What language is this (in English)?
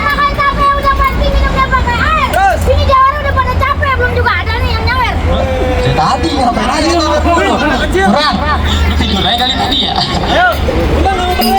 Betawi